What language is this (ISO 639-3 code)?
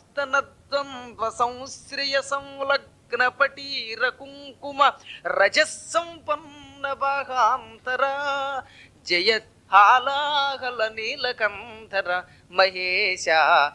tel